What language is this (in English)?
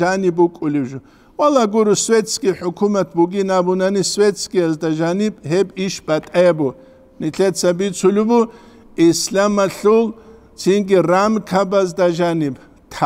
Avaric